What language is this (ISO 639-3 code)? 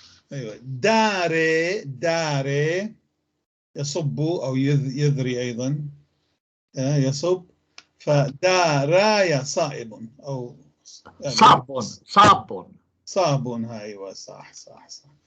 apc